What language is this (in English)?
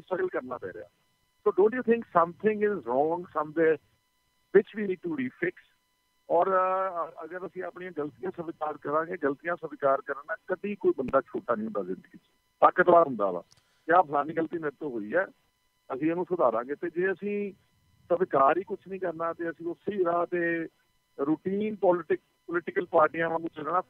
Punjabi